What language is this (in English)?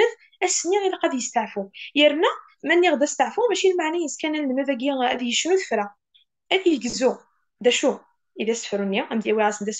Kabyle